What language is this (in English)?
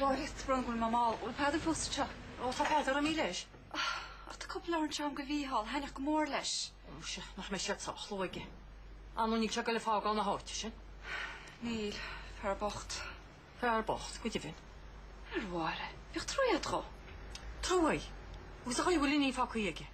Irish